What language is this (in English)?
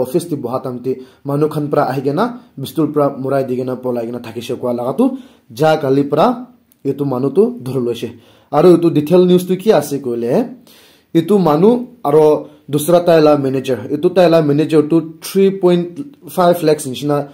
Naga Pidgin